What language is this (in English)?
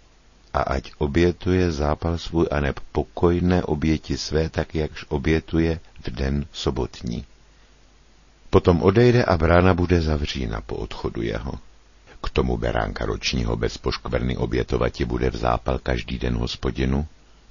Czech